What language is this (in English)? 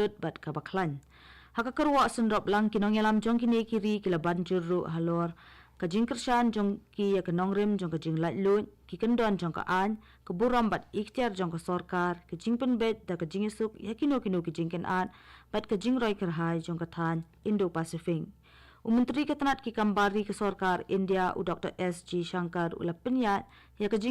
Khasi